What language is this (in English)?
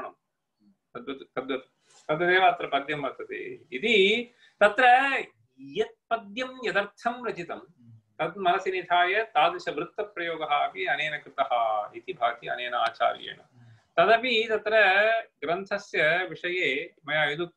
Sanskrit